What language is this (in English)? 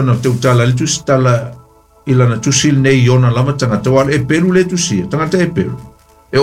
Samoan